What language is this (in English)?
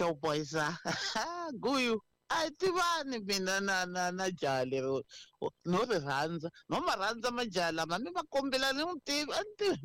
Tsonga